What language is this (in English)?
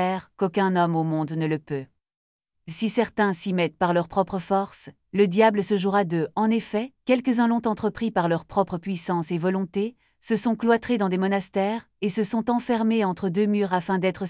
French